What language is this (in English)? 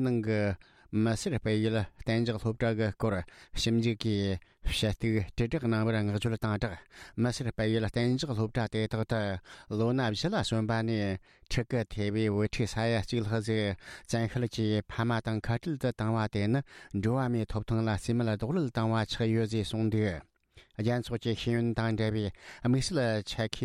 Tibetan